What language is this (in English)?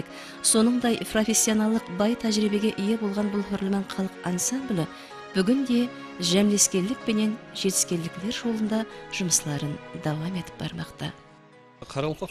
Kara-Kalpak